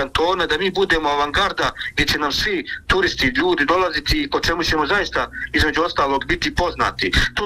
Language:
Bosnian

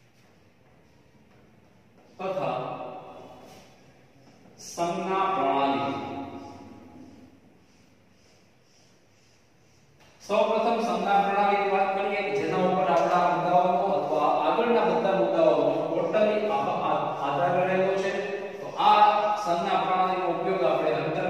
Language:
Gujarati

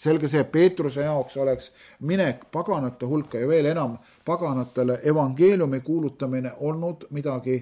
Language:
Estonian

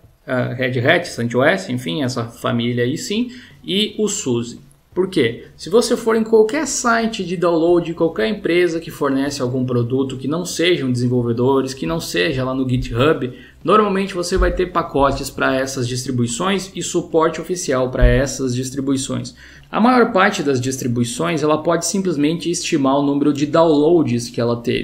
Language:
Portuguese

